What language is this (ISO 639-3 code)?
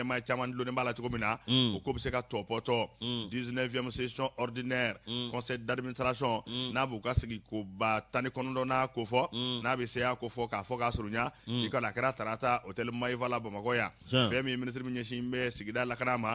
bam